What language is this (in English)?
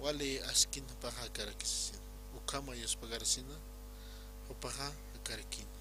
Aymara